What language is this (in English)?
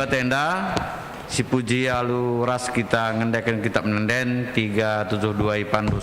Batak Karo